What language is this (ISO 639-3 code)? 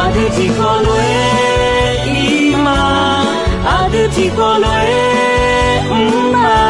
ahk